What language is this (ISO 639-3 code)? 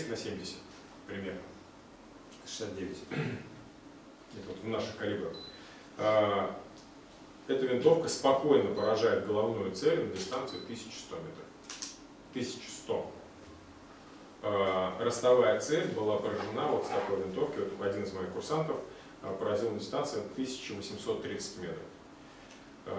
rus